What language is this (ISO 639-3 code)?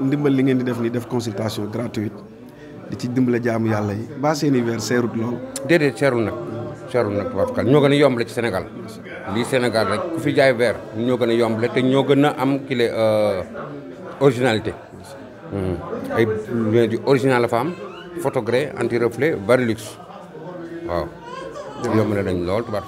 wol